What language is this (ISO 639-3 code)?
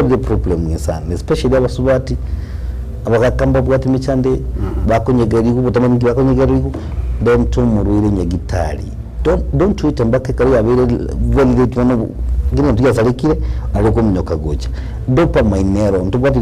guz